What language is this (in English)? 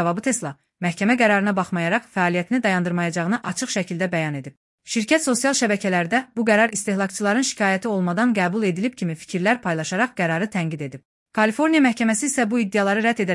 Azerbaijani